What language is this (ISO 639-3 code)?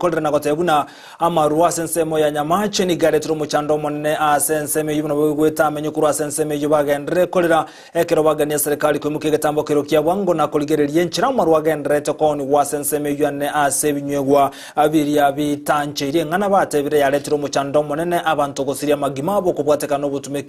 guz